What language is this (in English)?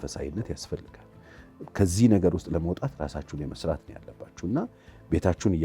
Amharic